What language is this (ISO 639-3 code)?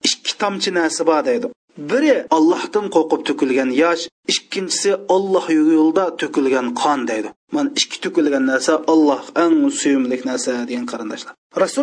uig